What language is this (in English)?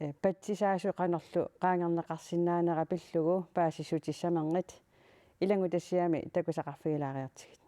Kalaallisut